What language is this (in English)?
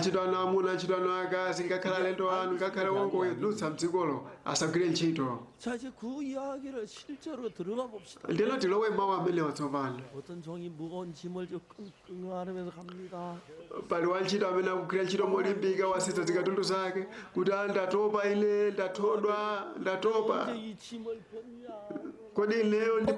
Nyanja